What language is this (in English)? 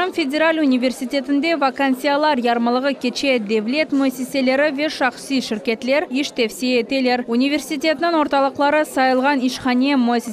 Crimean Tatar